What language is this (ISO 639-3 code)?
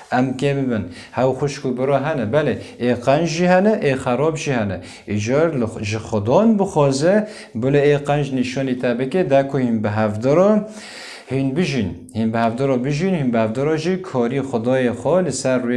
kur